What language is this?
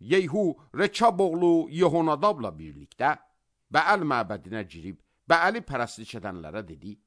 Azerbaijani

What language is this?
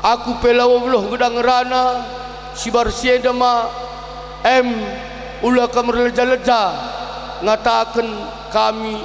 Batak Karo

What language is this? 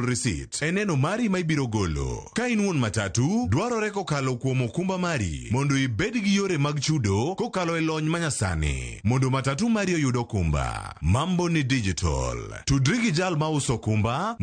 Luo (Kenya and Tanzania)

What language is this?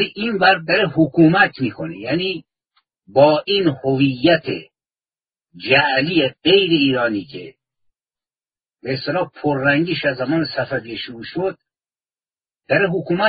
Persian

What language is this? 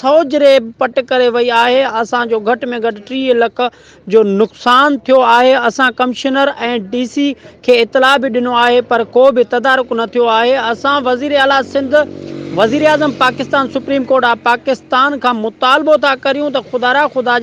Sindhi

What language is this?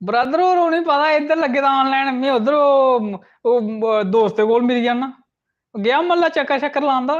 Dogri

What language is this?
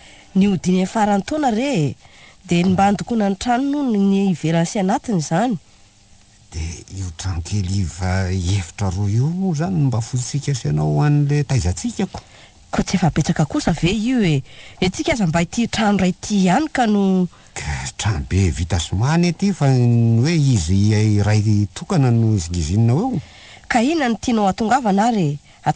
Malagasy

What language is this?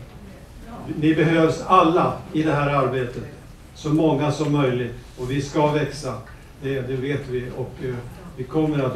Swedish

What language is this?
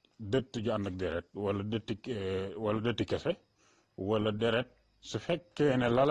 Wolof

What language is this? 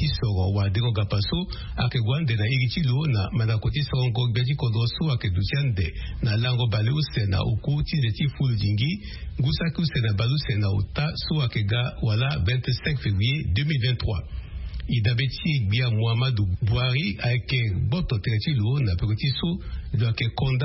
Sango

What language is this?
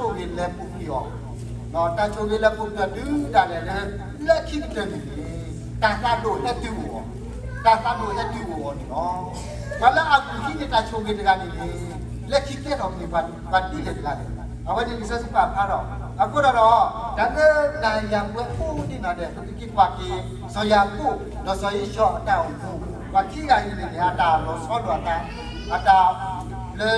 S'gaw Karen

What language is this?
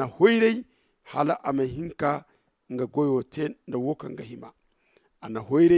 Zarma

